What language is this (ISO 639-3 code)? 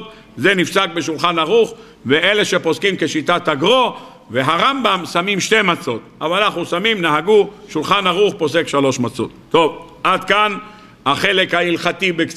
heb